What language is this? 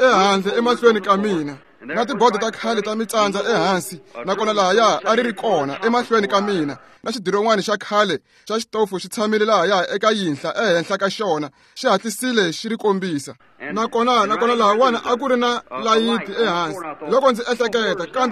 Tsonga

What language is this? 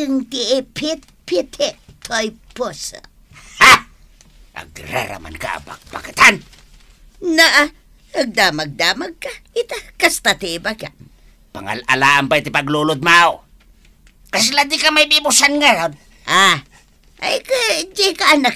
Iloko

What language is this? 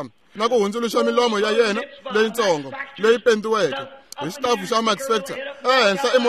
Tsonga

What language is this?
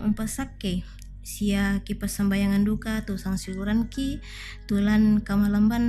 Toraja-Sa'dan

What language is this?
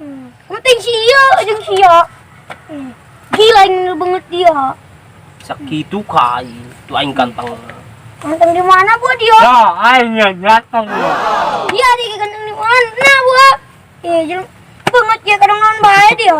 Sundanese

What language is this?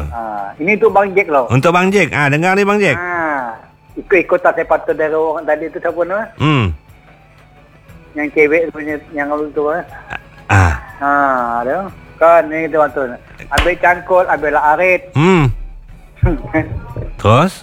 Malay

